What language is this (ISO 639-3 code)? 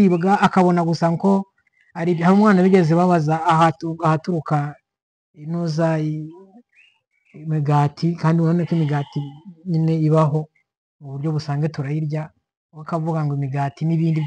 kin